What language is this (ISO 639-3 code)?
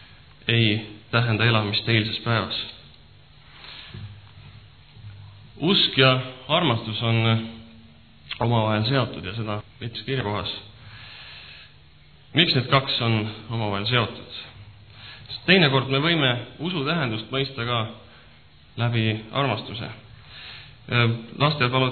est